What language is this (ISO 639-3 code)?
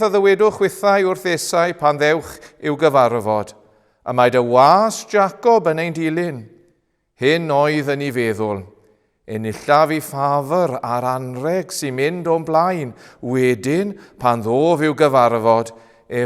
cym